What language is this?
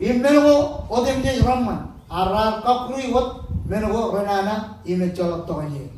Marshallese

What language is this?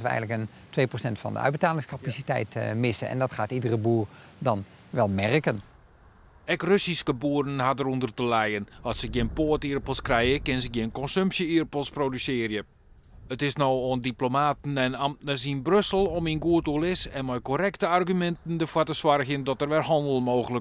Western Frisian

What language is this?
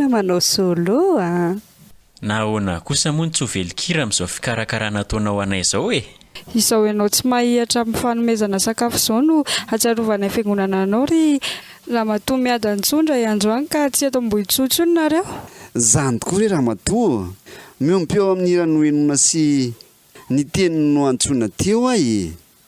Malagasy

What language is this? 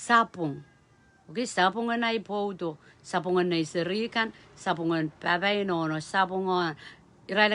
Pohnpeian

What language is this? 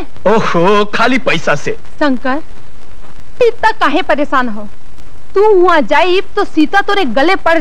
Bhojpuri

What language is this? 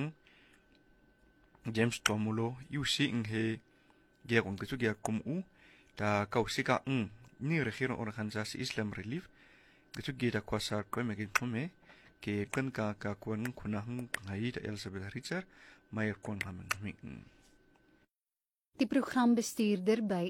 Afrikaans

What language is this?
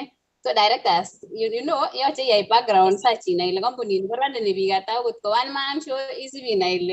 Kalenjin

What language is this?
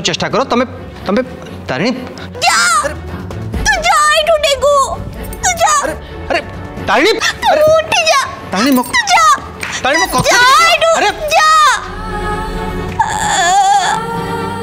Odia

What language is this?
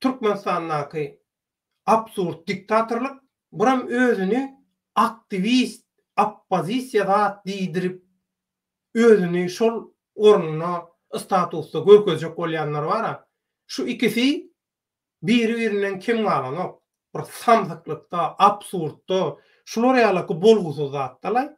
Turkmen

